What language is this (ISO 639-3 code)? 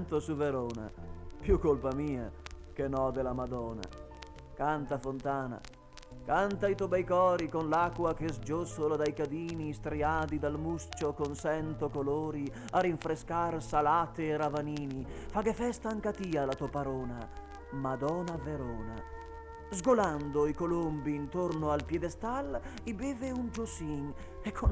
vec